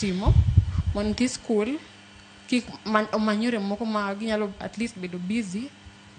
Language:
Luo (Kenya and Tanzania)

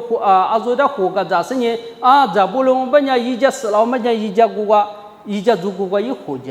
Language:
Lisu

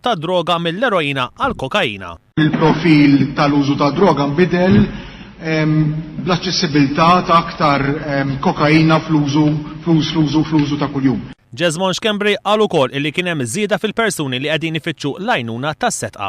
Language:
Maltese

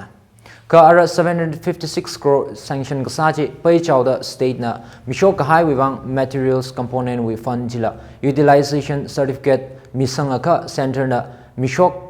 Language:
Tangkhul Naga (India)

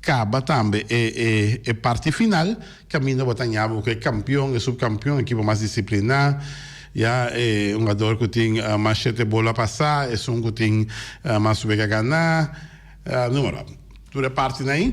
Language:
Papiamento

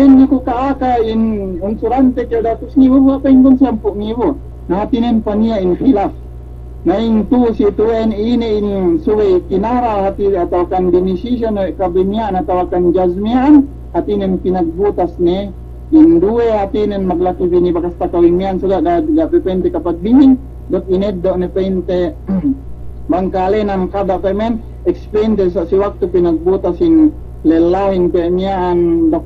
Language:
Yakan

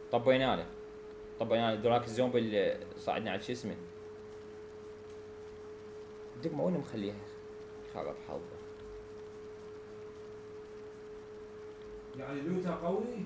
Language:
Mesopotamian Arabic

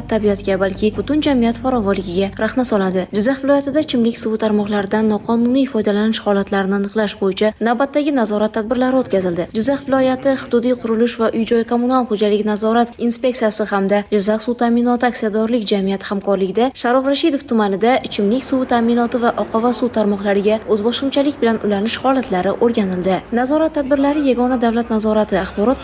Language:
Uzbek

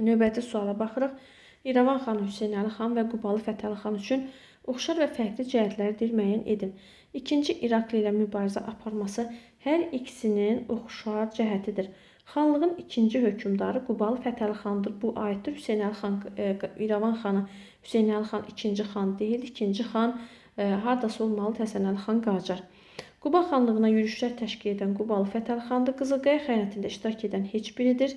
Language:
Azerbaijani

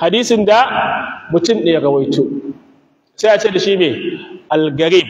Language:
Hausa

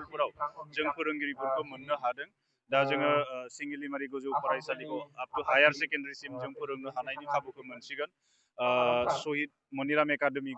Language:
Bodo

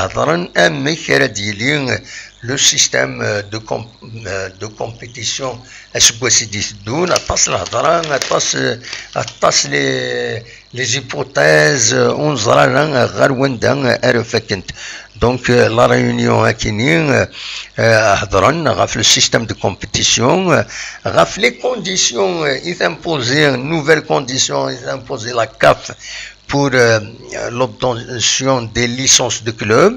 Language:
Kabyle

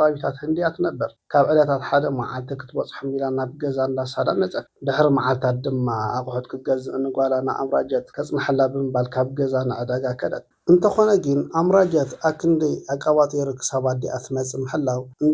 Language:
Tigrinya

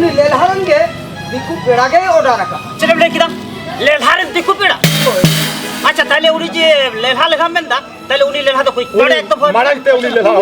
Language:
Santali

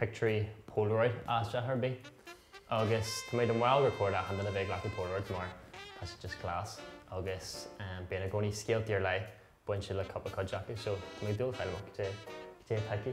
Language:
Irish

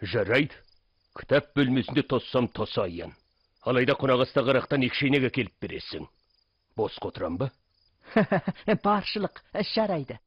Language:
Kazakh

